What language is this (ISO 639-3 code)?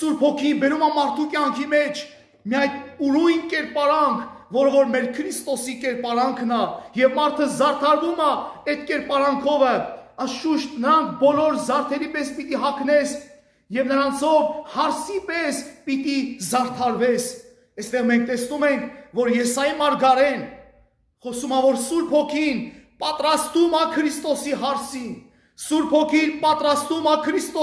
hye